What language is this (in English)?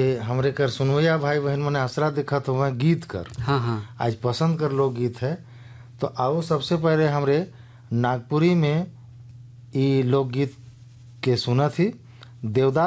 Sadri